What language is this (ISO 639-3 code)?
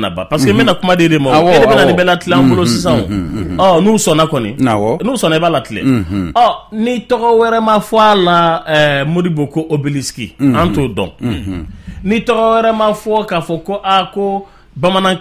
bam